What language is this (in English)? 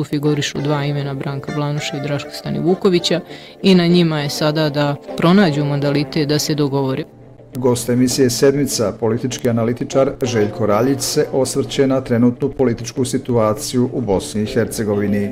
Bosnian